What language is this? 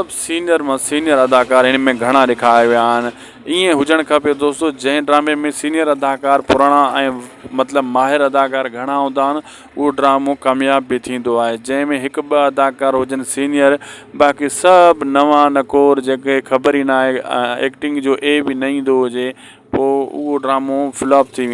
Sindhi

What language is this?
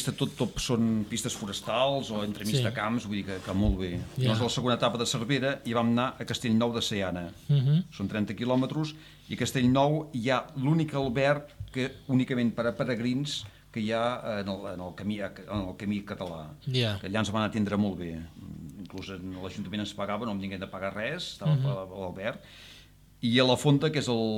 Catalan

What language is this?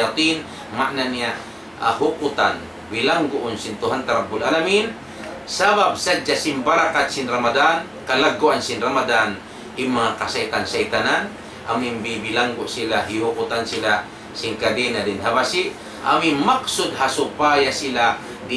Tausug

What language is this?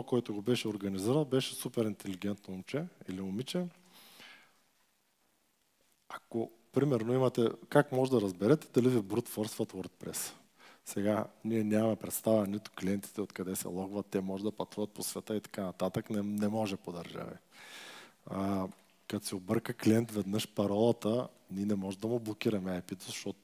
Bulgarian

